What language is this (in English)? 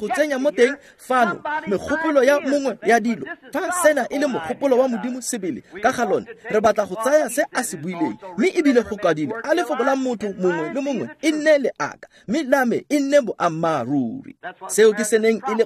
Tswana